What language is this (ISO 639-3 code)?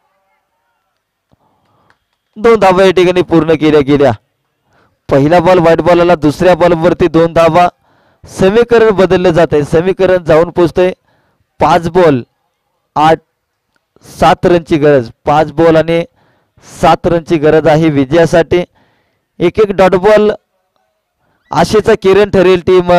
mar